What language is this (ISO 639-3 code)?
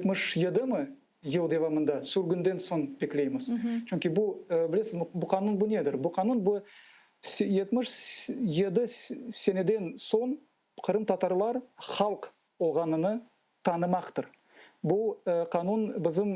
crh